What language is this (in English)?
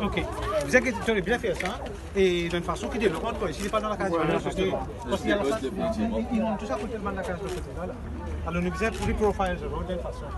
Morisyen